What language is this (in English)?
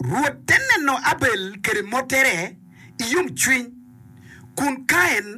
Acoli